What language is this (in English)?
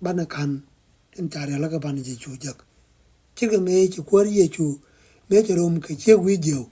Nuer